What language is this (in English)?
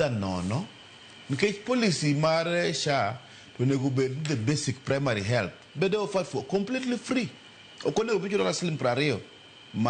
Luo (Kenya and Tanzania)